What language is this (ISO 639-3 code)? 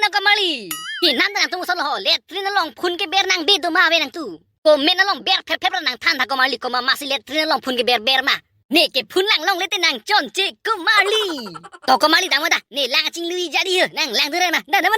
mjw